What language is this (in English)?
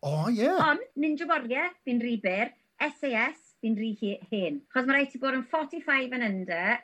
Welsh